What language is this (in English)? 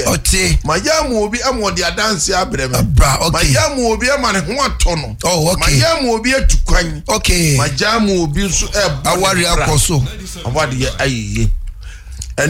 Akan